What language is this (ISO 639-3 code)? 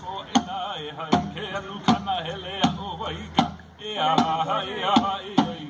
haw